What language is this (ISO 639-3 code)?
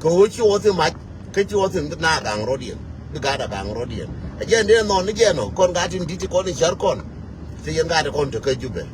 nus